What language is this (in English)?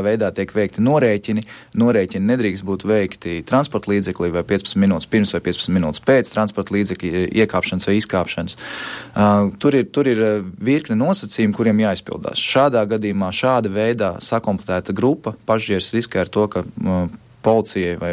Latvian